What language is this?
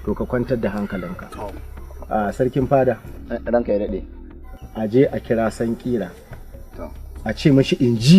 Hausa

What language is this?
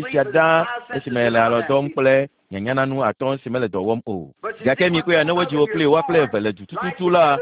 Ewe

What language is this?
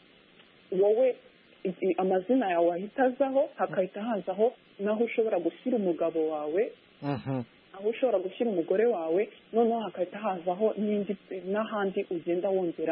Kinyarwanda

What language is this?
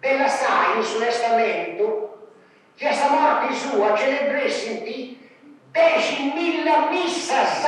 Sardinian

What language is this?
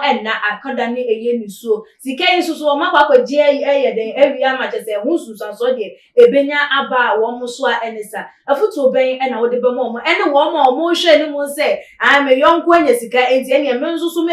Akan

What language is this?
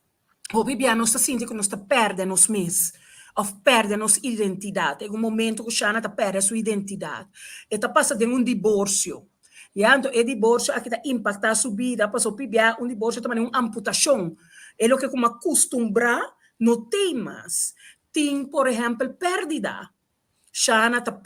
Papiamento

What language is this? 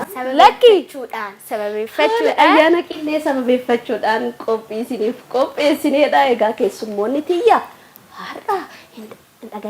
Oromo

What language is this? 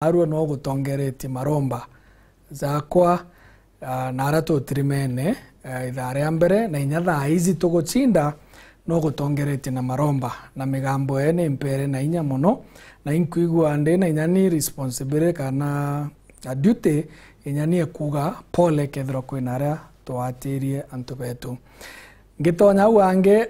Meru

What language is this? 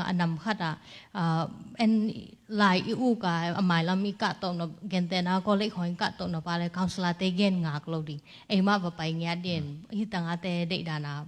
Tedim Chin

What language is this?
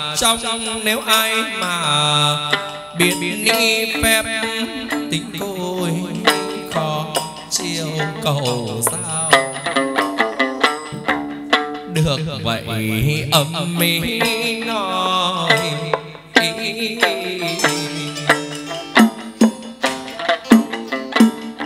Vietnamese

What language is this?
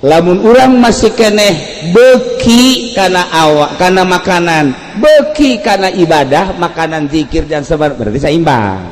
Sundanese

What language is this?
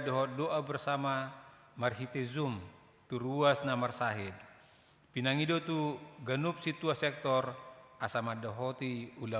Batak Toba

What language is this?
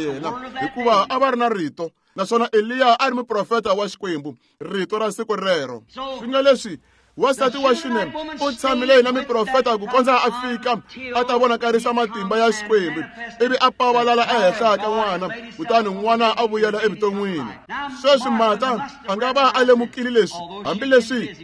Tsonga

